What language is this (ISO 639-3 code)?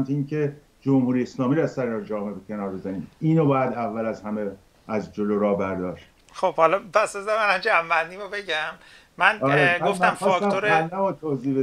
fas